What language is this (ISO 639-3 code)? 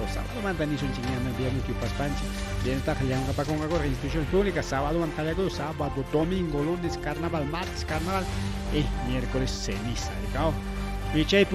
quy